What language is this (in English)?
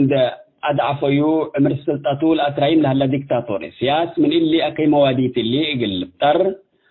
Tigre